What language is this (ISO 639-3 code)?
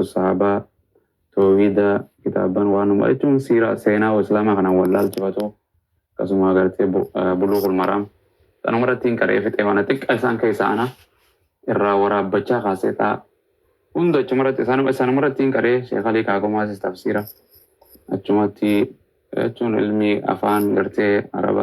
orm